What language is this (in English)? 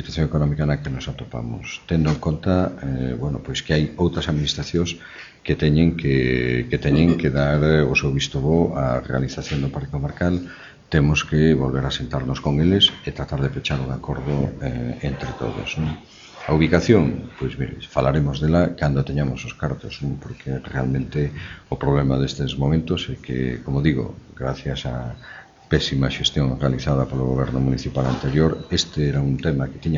Galician